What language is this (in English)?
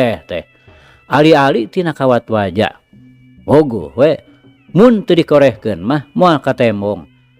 Sundanese